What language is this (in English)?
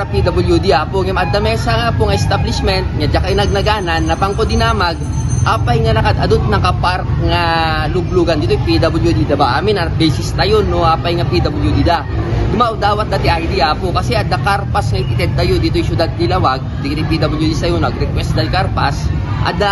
Iloko